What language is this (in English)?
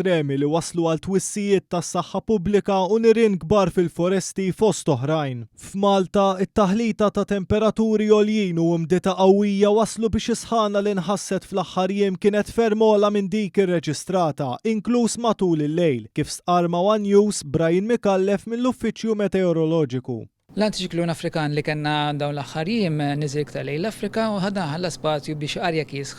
Maltese